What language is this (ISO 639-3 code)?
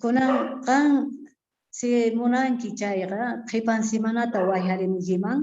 quh